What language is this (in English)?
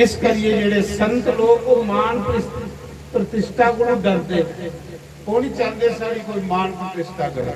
Dogri